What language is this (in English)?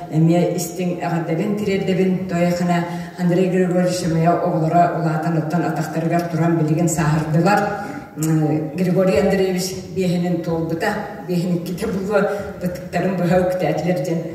Yakut